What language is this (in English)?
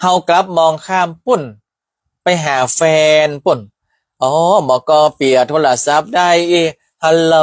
Northern Thai